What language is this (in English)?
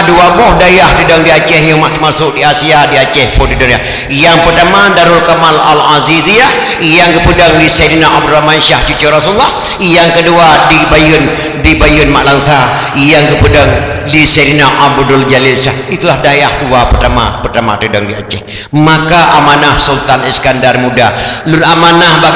Achinese